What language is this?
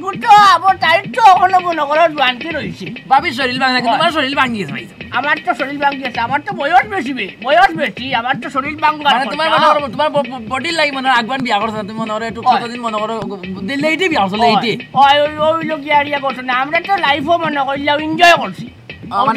Sylheti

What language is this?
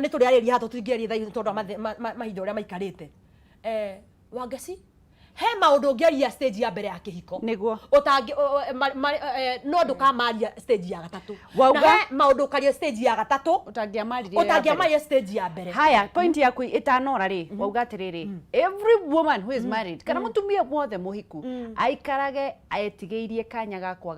Kikuyu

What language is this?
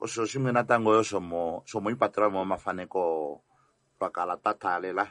Kuanyama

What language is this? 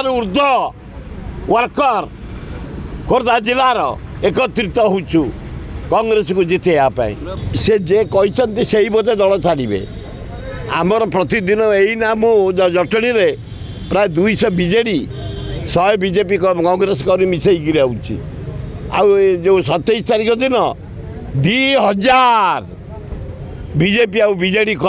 Odia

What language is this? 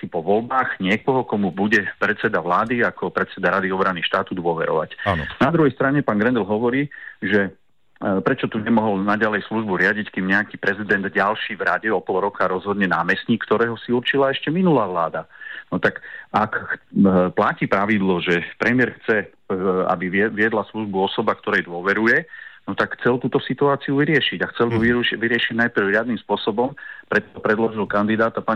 Slovak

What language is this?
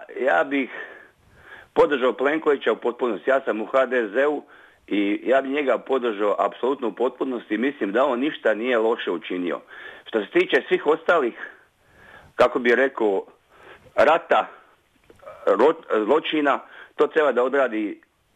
Croatian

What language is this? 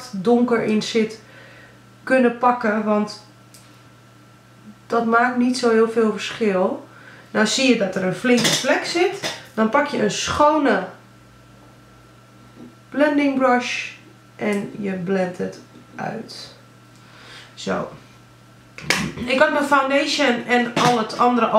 Dutch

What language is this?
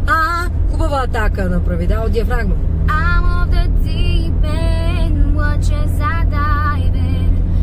Bulgarian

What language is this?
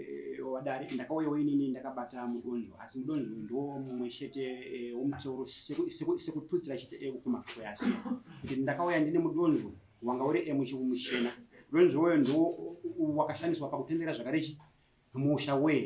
Shona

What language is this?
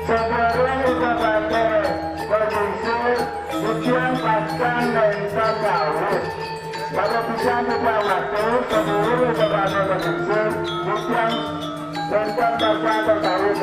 Balinese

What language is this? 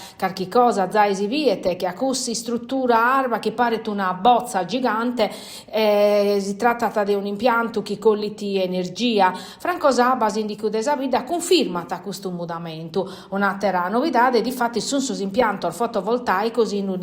Sardinian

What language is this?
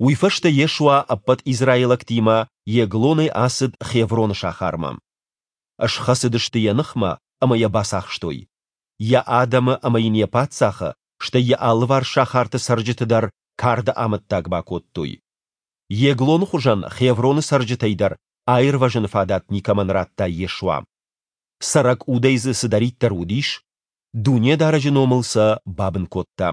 Ossetic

